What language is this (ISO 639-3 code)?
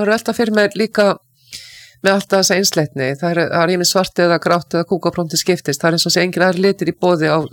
isl